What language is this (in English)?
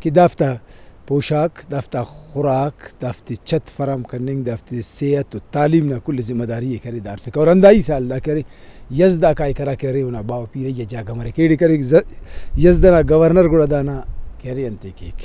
Brahui